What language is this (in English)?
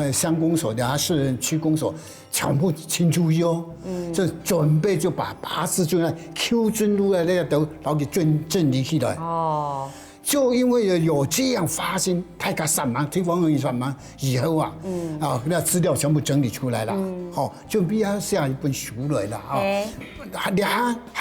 Hakka Chinese